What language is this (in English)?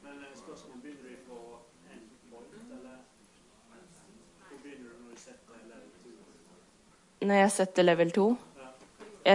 Norwegian